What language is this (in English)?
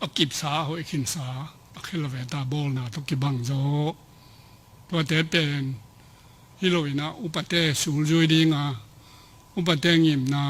Tedim Chin